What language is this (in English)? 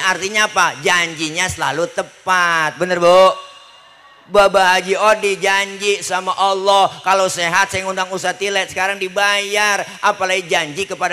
Betawi